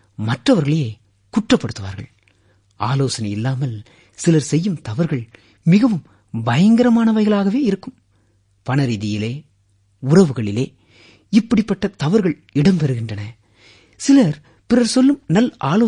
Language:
Tamil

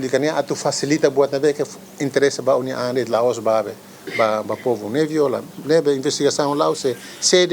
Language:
Tetum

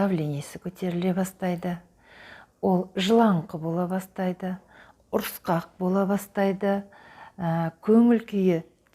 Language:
Kazakh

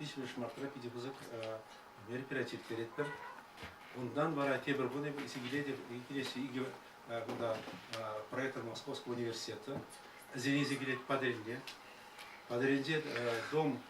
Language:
Chuvash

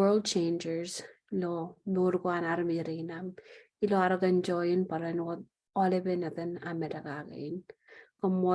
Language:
Marshallese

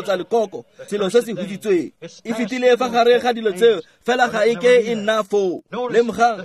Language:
Tswana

